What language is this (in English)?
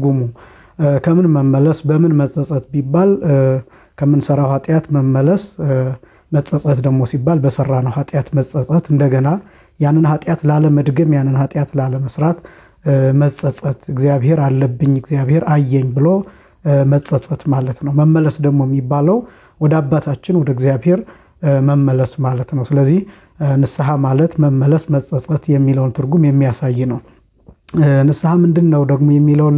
Amharic